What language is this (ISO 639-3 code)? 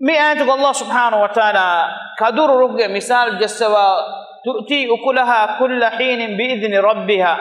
div